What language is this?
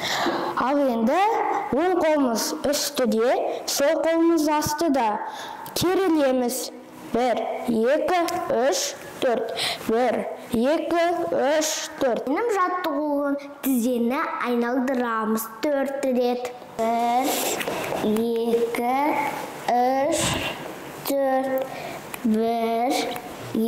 Kazakh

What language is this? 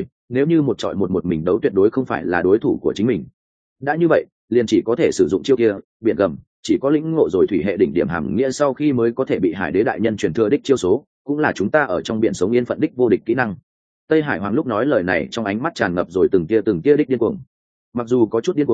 Vietnamese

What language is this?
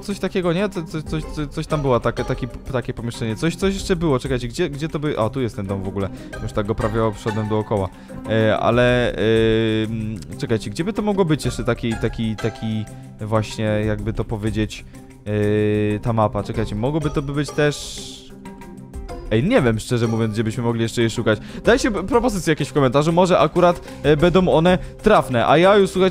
Polish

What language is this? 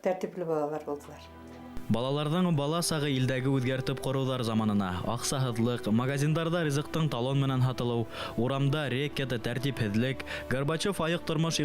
Bashkir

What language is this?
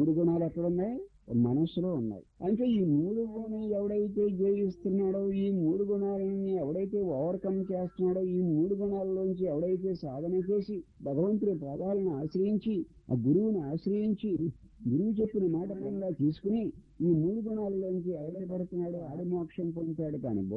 Telugu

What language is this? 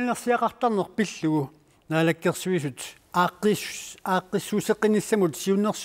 Kalaallisut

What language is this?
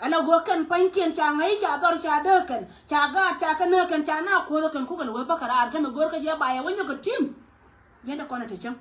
Nuer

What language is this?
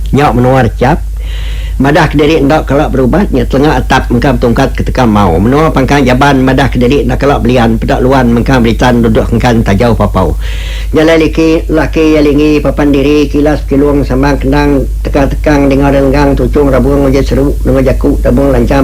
Iban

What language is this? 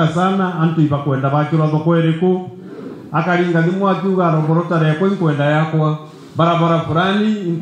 Meru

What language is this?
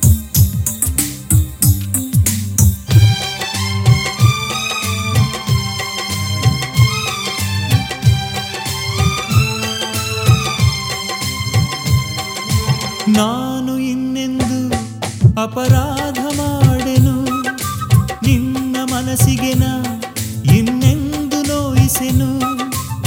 Kannada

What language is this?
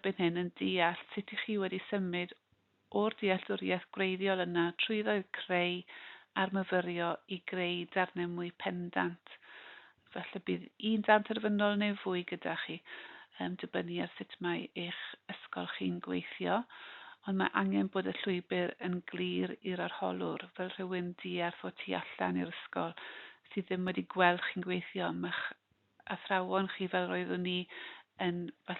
Welsh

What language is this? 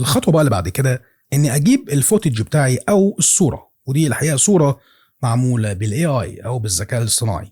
Egyptian Arabic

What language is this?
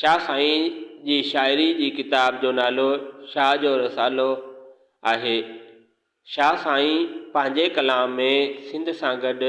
Sindhi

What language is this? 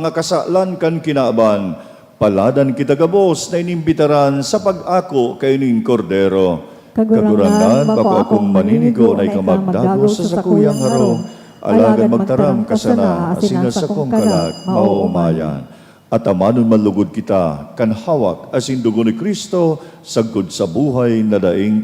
Bikol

